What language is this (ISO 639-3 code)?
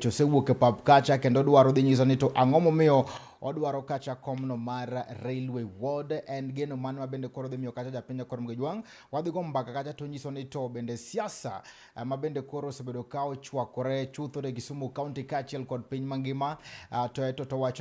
luo